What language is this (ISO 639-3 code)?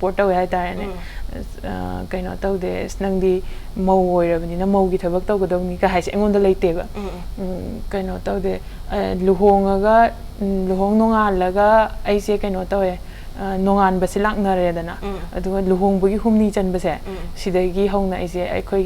mni